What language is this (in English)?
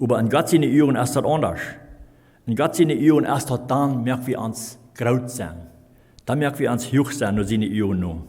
Plautdietsch